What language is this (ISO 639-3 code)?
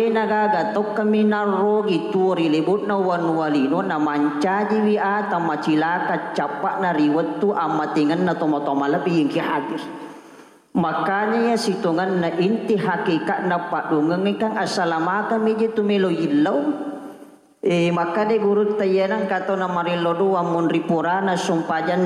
bug